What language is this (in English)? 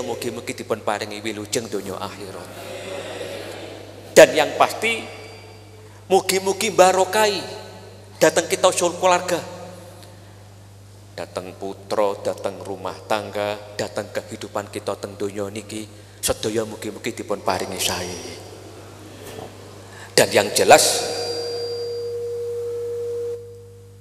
Javanese